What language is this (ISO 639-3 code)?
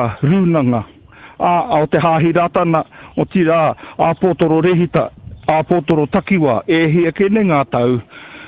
mri